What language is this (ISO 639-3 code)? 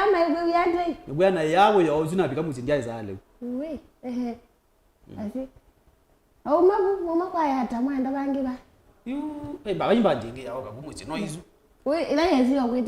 kam